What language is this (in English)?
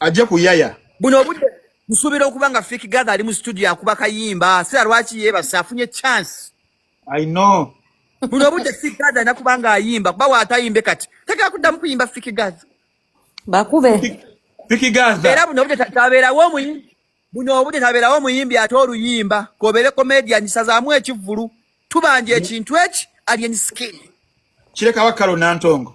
Ganda